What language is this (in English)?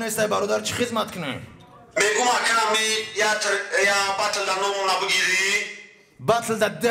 Tajik